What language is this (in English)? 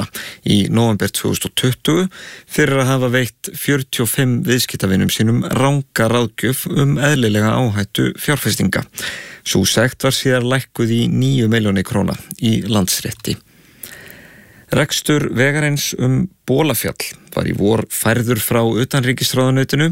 Icelandic